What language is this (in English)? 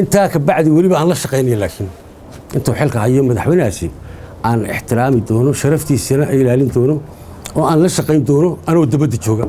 Somali